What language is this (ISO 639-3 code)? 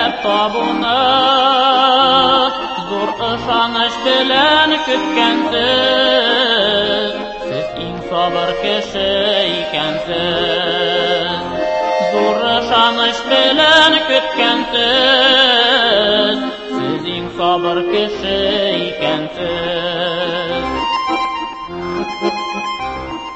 tat